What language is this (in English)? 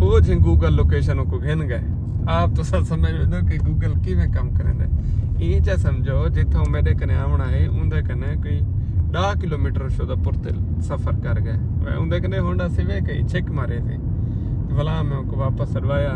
Saraiki